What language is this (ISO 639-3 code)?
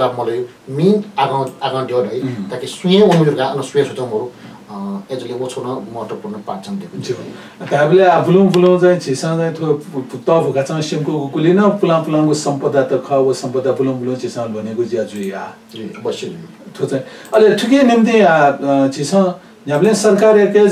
new